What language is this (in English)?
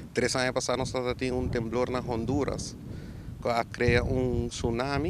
Papiamento